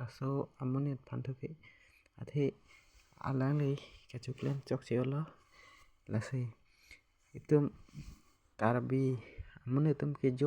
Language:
Karbi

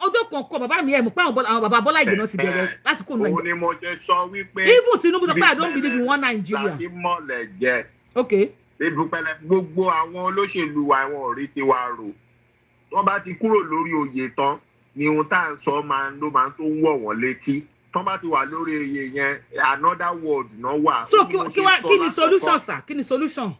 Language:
Yoruba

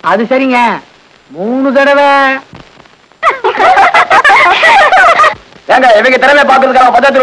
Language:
Tamil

